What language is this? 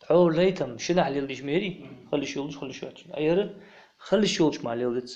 Ingush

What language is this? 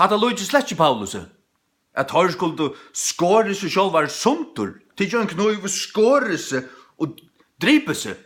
Faroese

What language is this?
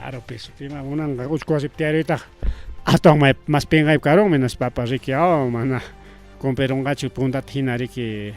Ayacucho Quechua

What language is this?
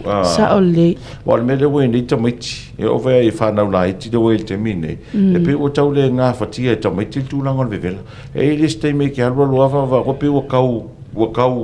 Samoan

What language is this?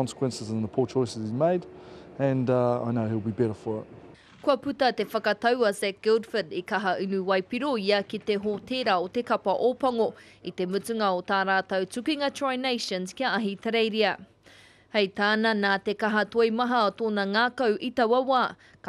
Māori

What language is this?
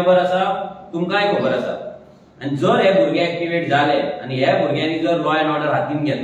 Konkani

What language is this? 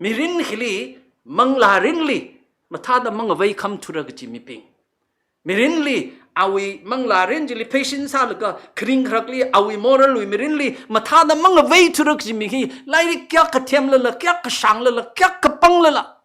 Tangkhul Naga (India)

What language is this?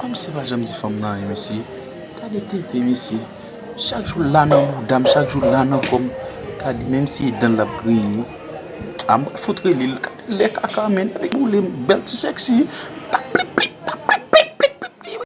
Haitian Creole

